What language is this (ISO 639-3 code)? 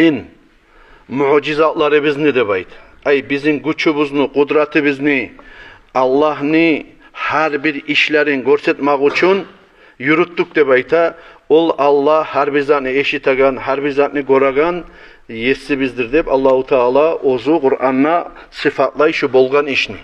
kum